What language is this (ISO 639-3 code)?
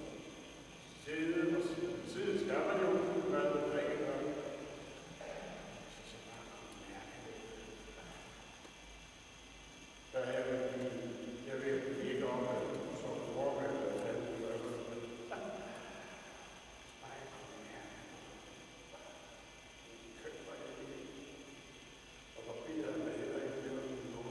dan